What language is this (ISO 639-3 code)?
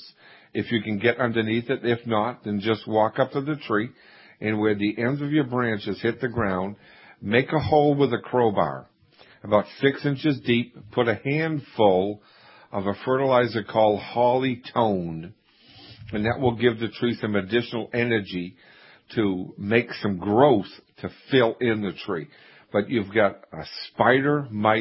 eng